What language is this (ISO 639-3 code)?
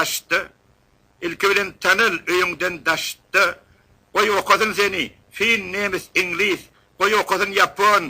tuk